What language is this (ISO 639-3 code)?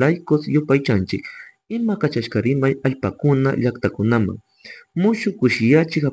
qug